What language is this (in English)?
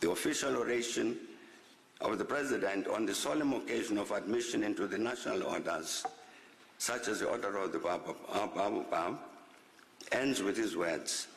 English